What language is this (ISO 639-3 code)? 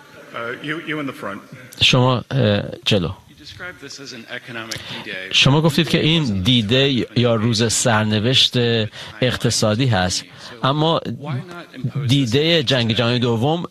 fas